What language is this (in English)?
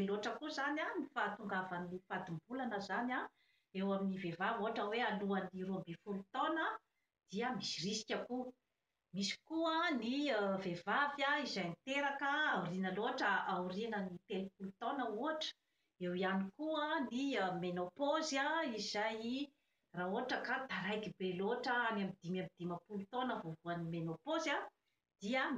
Malagasy